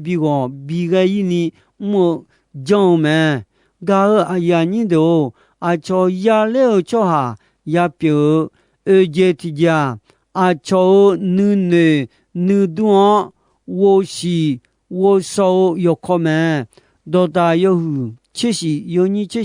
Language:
Akha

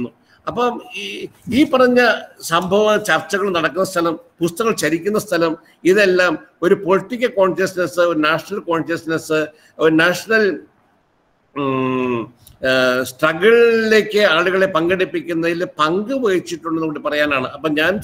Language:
Malayalam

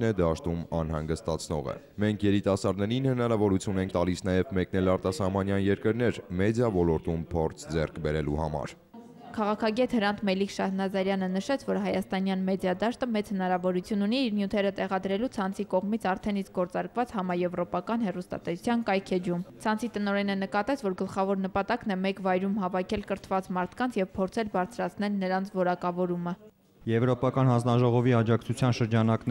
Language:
Armenian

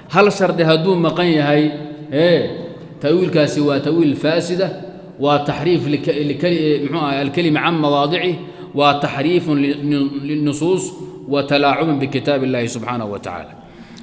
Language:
Somali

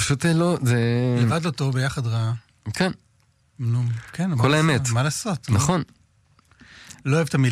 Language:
Hebrew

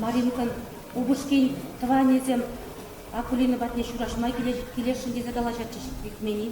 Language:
Chuvash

